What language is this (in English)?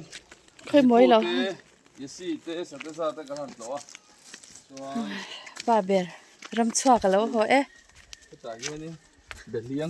Mizo